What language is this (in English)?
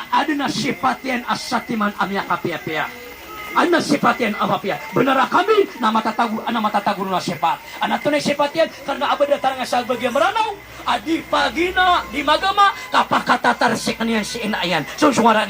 Maranao